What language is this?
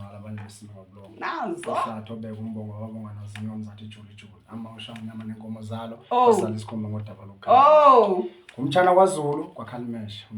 Zulu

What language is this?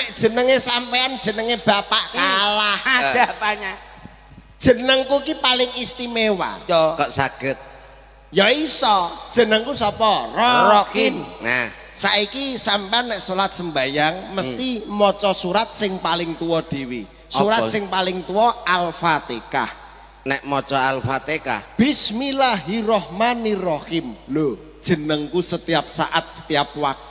Javanese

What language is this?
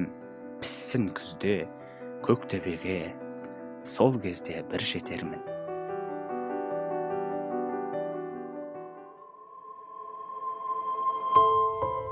Kazakh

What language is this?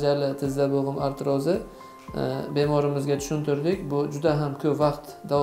Uzbek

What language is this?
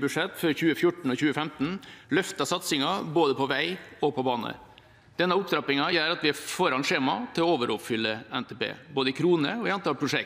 Norwegian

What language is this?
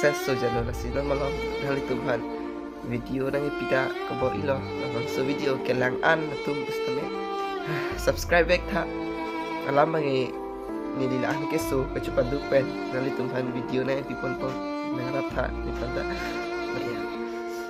Karbi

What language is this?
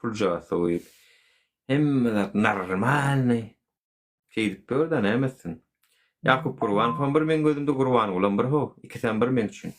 Turkmen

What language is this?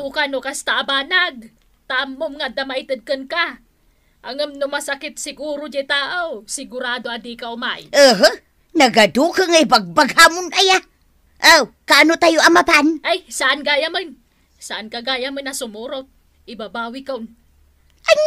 Iloko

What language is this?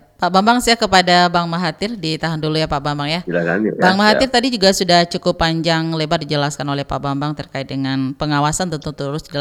Indonesian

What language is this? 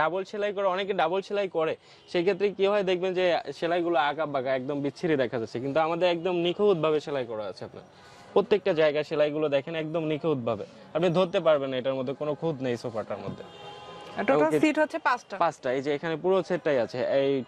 Bangla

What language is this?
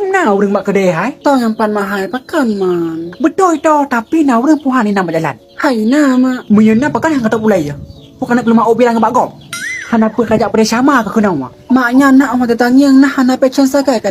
Achinese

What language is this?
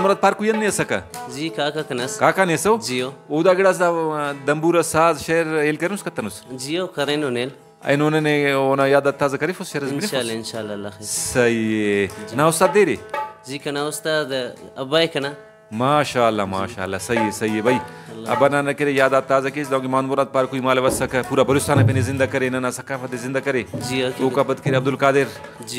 Brahui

